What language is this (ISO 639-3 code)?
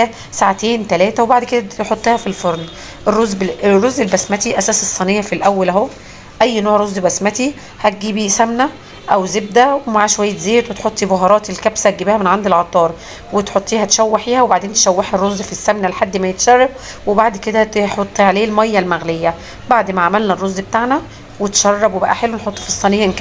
arz